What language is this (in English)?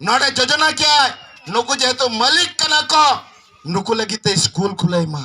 Santali